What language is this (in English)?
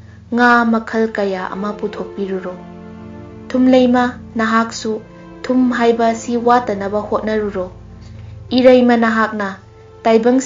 Manipuri